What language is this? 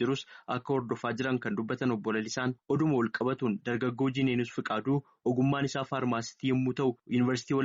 Oromo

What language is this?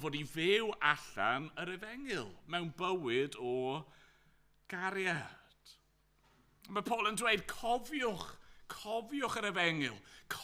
Welsh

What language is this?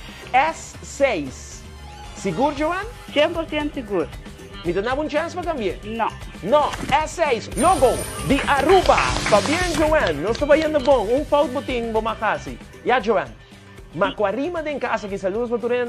Papiamento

